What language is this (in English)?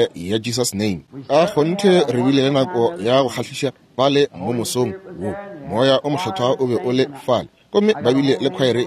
Northern Sotho